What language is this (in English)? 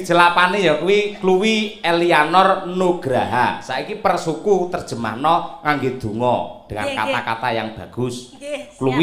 Javanese